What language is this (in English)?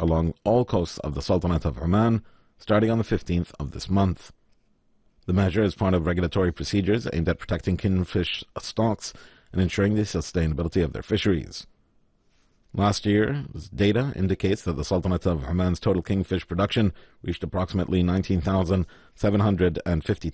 English